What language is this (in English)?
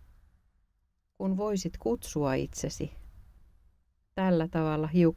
Finnish